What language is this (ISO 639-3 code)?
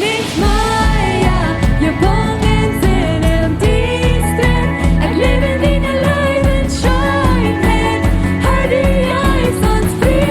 pdt